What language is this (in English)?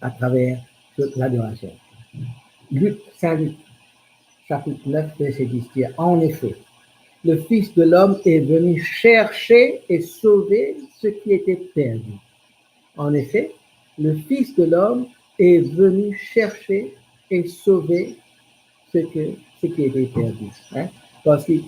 Morisyen